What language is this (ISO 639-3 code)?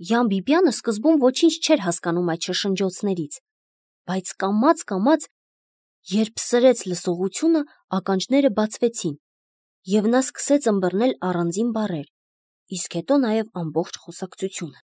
hye